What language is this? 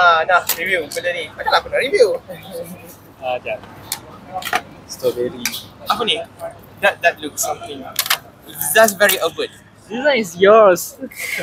Malay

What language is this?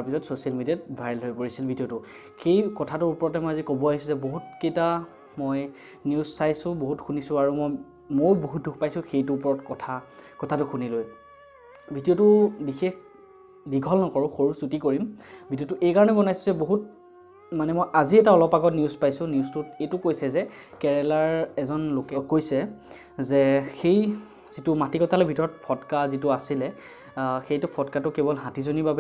Assamese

